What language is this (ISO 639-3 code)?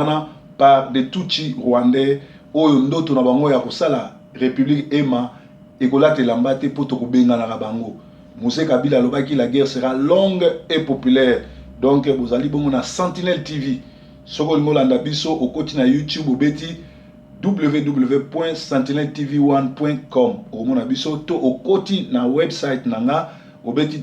lin